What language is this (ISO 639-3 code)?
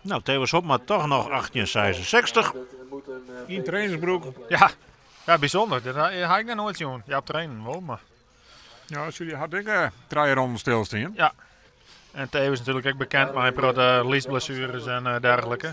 fry